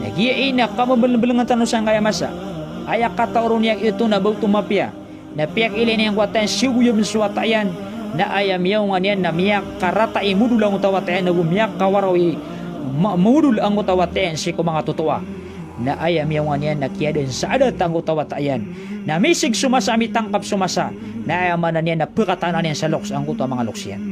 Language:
Maranao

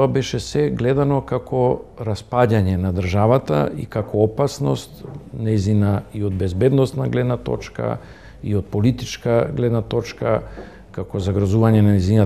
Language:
Macedonian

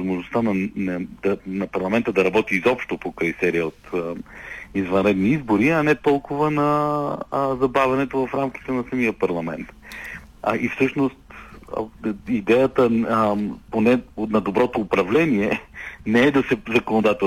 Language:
Bulgarian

